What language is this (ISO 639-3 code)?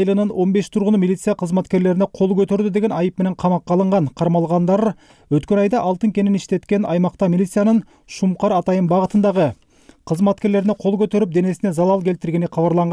kir